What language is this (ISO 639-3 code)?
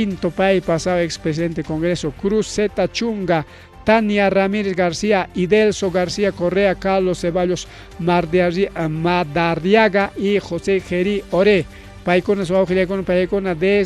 quy